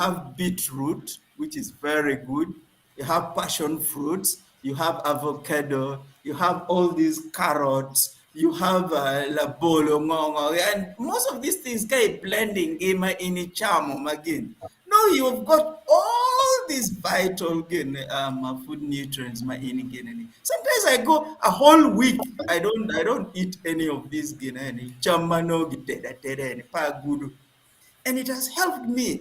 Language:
Acoli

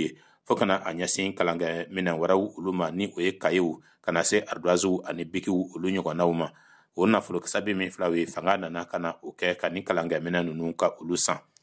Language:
Bambara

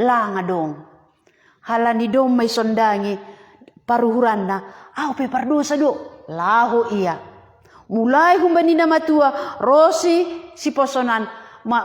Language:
Batak Simalungun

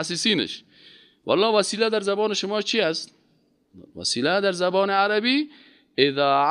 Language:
Persian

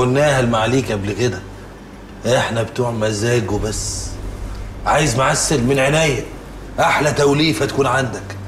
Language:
Egyptian Arabic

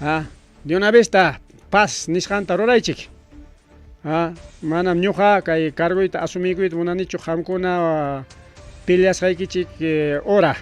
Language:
Ayacucho Quechua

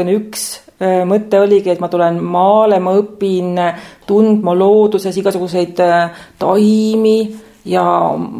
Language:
Estonian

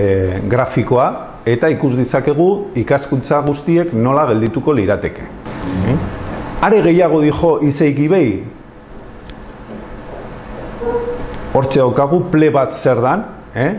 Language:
Basque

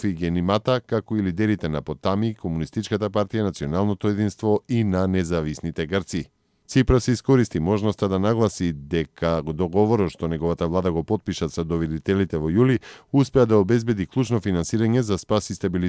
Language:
Macedonian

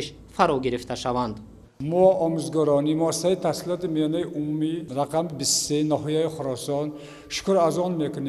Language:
Tajik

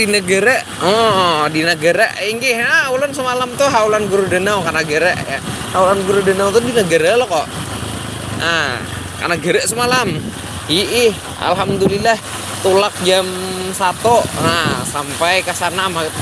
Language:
Banjar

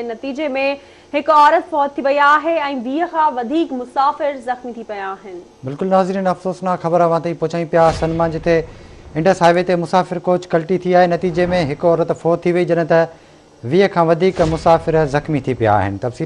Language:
Sindhi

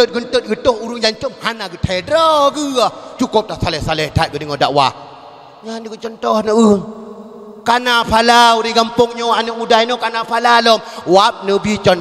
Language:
Achinese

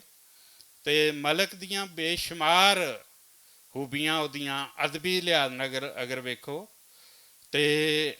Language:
Western Panjabi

